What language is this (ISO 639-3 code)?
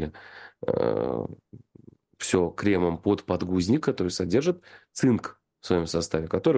rus